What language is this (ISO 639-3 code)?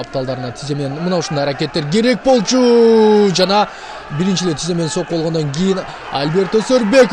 kir